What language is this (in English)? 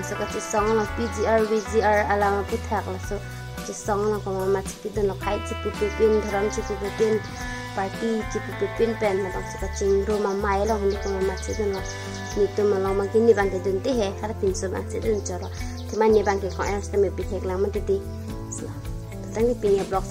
Karbi